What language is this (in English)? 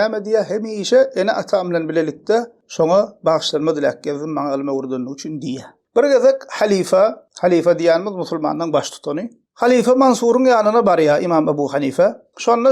Turkmen